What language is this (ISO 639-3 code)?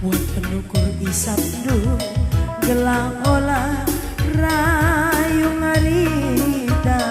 btx